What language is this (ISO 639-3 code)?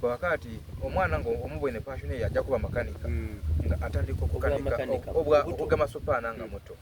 xog